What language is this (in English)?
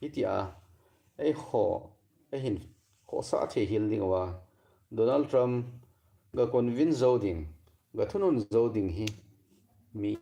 Thado Chin